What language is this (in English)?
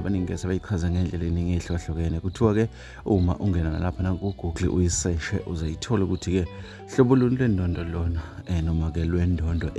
Zulu